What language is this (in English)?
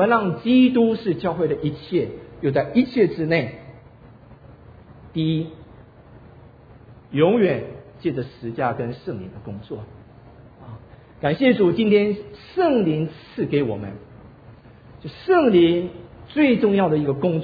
Chinese